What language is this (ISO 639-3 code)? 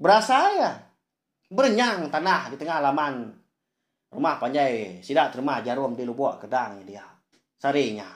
iba